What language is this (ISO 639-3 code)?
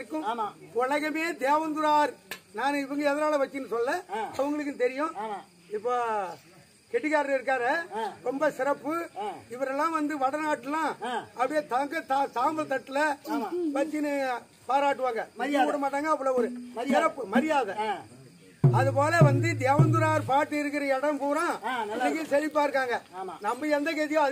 tam